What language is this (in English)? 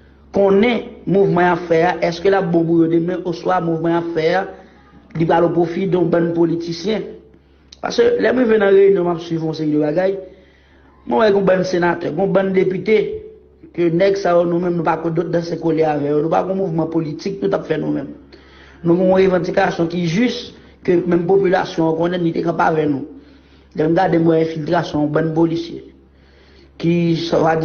Haitian Creole